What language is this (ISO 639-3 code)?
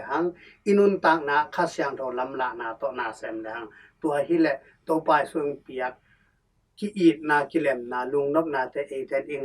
ctd